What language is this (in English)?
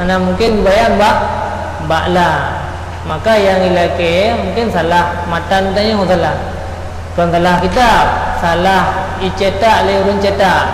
Achinese